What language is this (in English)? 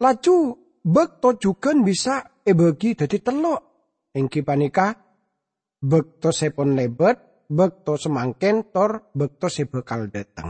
Madurese